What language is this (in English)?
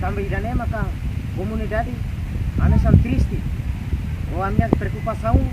Tetum